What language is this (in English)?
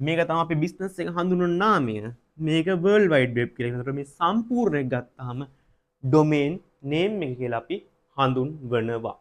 Sinhala